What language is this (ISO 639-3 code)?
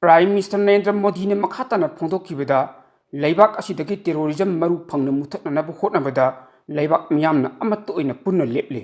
mni